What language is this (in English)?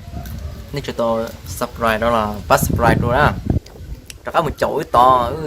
Hmong